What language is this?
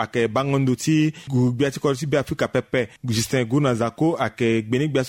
Sango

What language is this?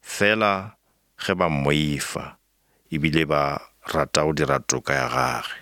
Northern Sotho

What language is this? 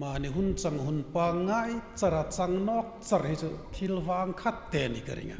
Hmar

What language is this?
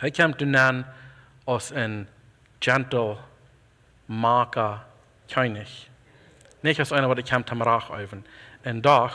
Plautdietsch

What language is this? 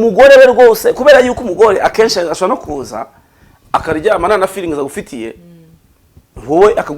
Kinyarwanda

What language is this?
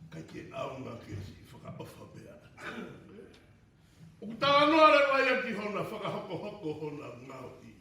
Tongan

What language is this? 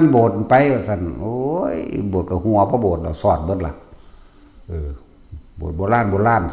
Northeastern Thai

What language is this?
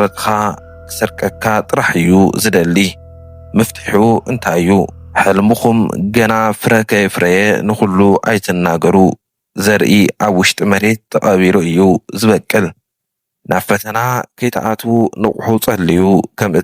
Tigrinya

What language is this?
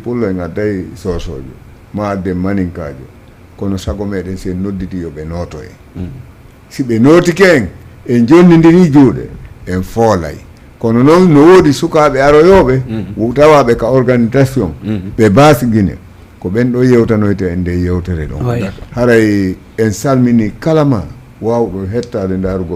Fula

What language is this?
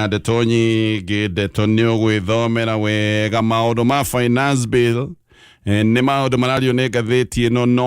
Kikuyu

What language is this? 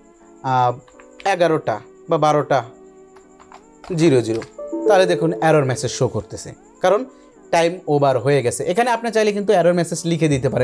Bangla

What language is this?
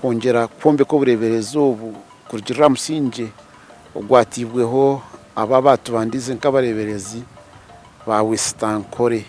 Nyankole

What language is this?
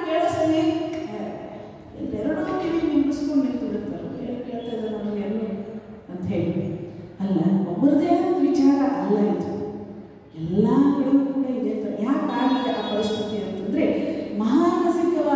Kannada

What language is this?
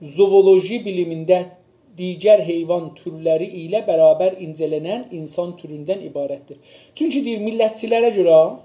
South Azerbaijani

